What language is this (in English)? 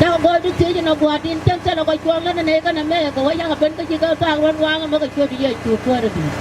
Nuer